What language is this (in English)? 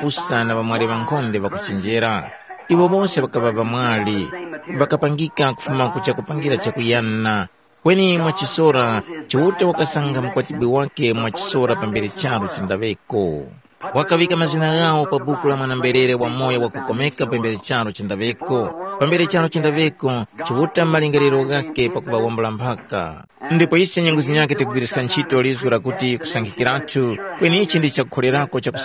Tumbuka